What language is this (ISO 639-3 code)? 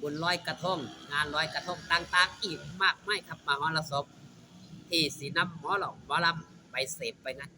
tts